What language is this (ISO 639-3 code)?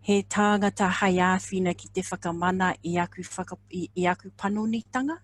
mri